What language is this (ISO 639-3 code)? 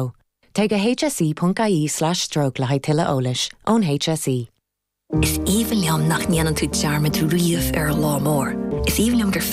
gle